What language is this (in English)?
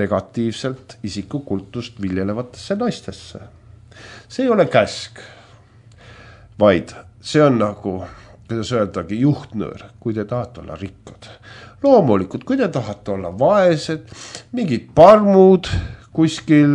Estonian